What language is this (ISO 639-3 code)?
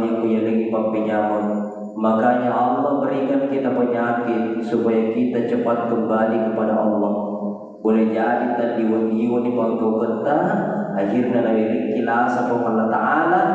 bug